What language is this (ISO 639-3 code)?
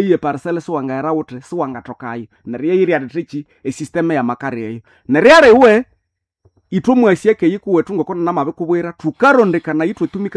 nnb